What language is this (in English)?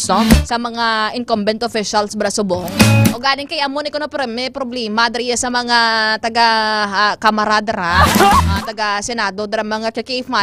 Hiligaynon